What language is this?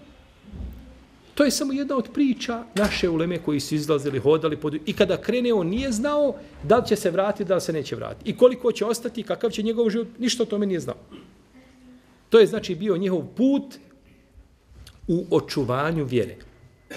Bosnian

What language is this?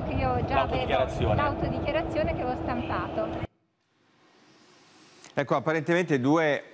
Italian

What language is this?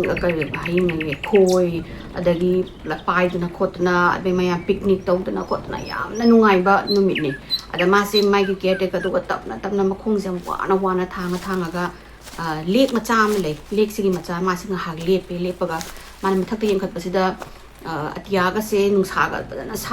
Manipuri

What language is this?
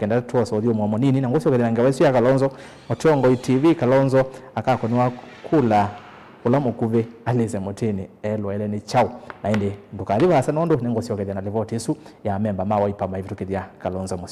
Kamba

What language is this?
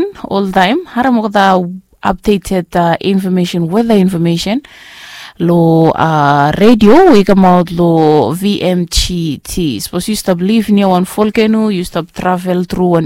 Bislama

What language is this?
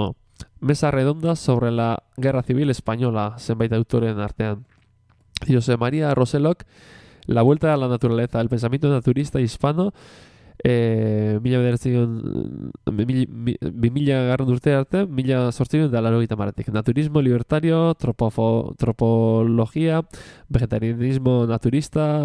Basque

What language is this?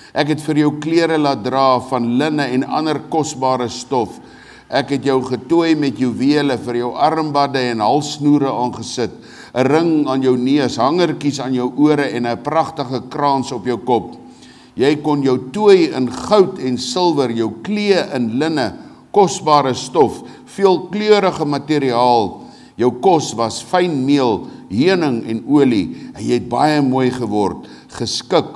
Afrikaans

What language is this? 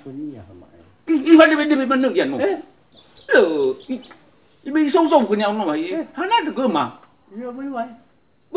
Nias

